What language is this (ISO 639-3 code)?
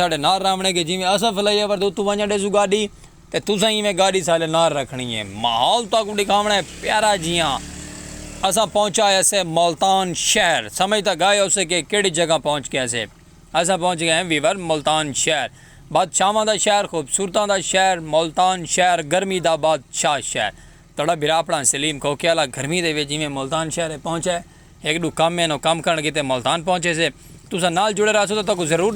skr